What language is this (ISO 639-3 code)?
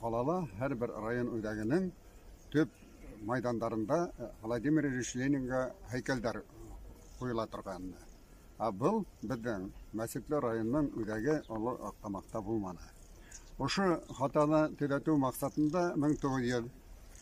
bak